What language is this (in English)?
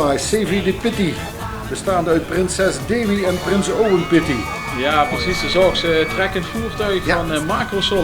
Limburgish